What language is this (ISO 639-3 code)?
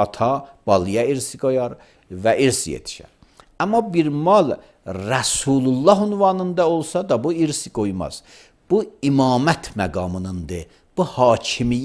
aze